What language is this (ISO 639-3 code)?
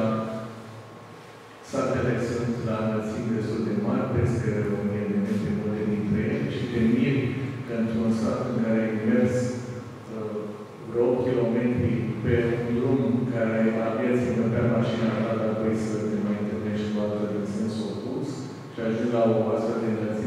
ron